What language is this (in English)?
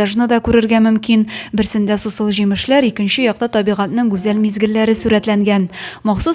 Tatar